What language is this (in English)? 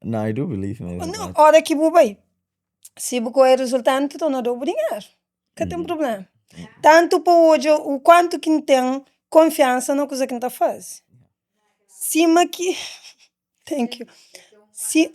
Kabuverdianu